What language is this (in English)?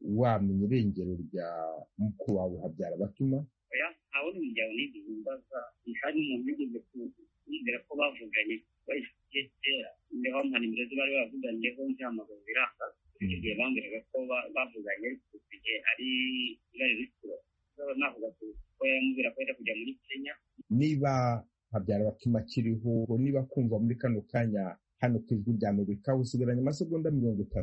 Kinyarwanda